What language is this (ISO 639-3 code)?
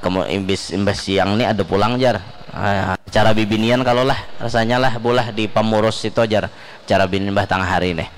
bjn